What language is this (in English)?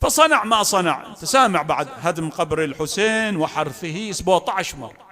Mesopotamian Arabic